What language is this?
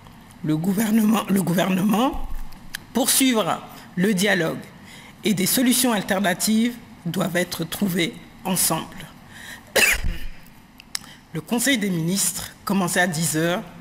French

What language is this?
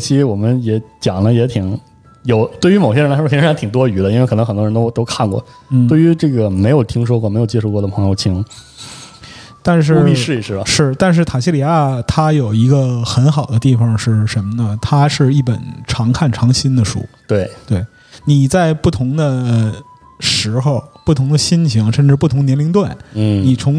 Chinese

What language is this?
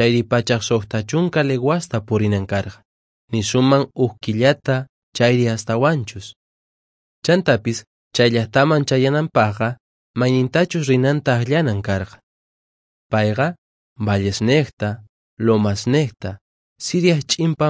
Quechua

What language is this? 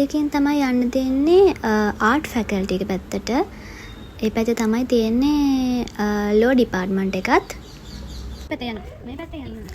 Sinhala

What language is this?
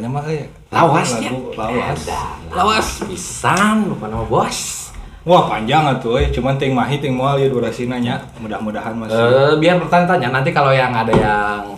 Sundanese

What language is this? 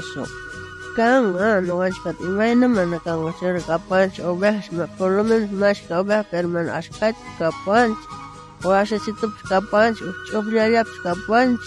South Bolivian Quechua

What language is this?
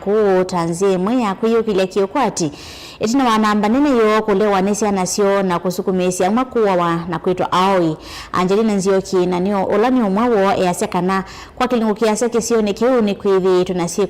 Kamba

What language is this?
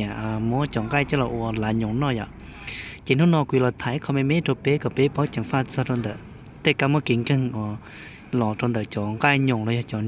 Hmong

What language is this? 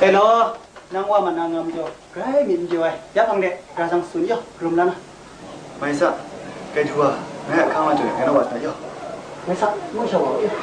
Kachin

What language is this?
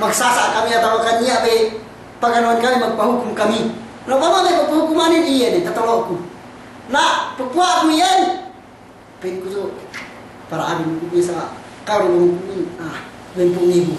Yakan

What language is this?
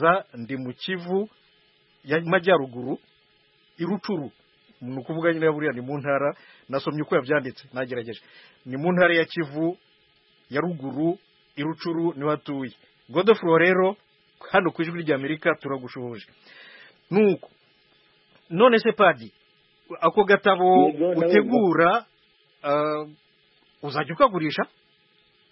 Kinyarwanda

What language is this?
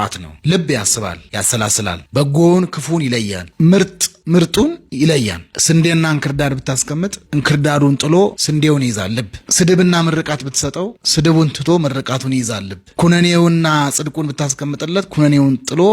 Amharic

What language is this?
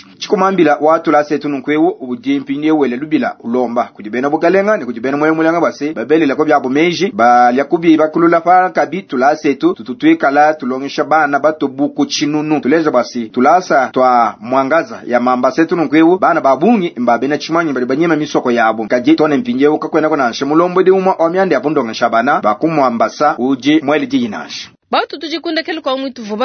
Luba-Lulua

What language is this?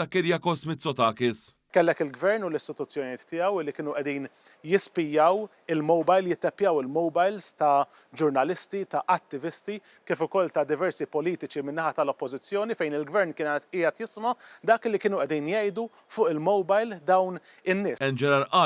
Maltese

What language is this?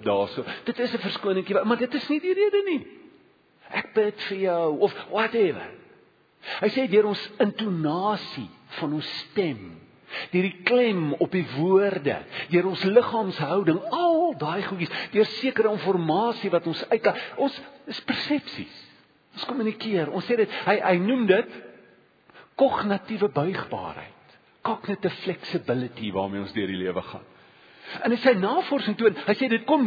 Afrikaans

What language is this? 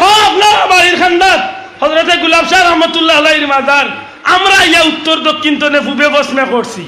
Sylheti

